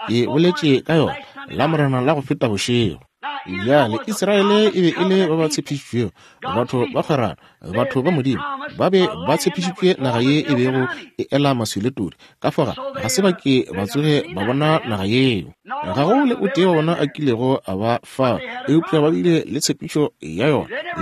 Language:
Northern Sotho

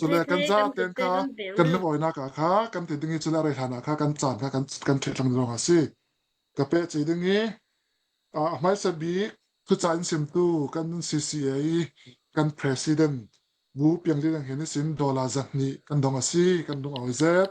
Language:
Hakha Chin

